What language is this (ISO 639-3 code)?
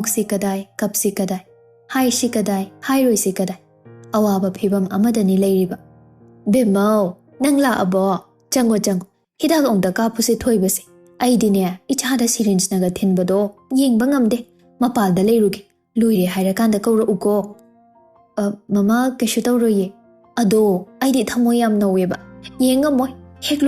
mni